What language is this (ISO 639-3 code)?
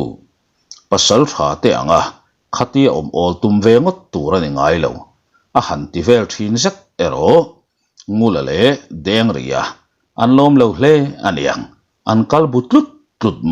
lus